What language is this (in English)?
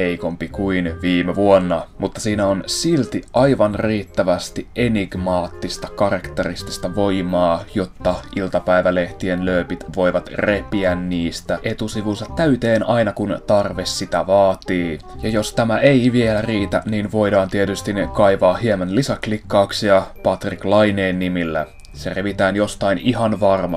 Finnish